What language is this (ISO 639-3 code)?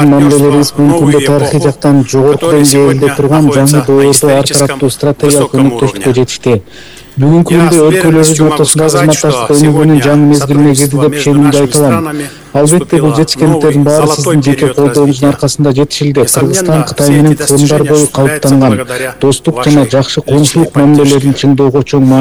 kir